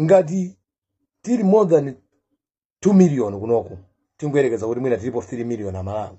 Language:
Nyanja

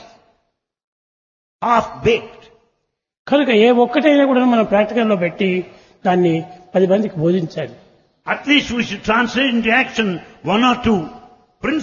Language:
Telugu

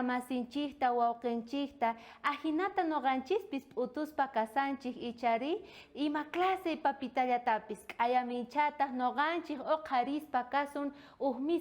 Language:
South Bolivian Quechua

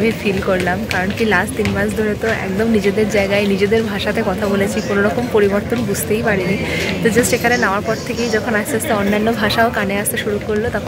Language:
Bangla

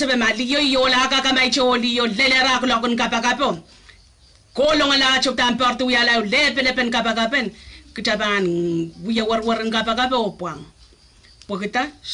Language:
Pohnpeian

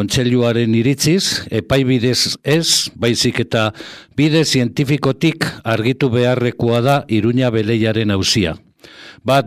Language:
Basque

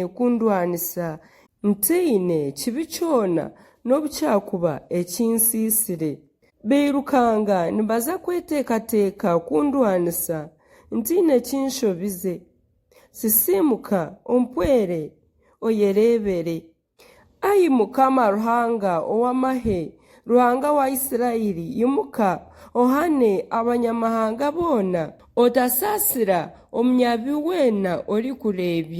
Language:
Nyankole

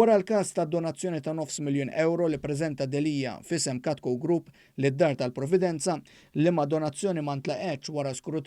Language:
Maltese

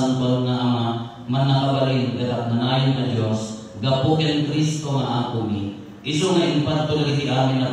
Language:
Iloko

